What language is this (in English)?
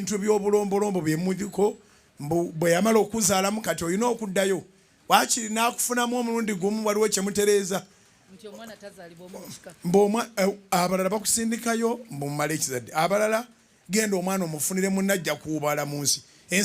Ganda